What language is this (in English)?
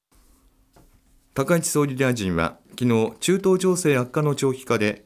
Japanese